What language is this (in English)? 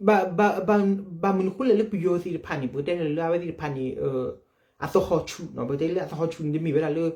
S'gaw Karen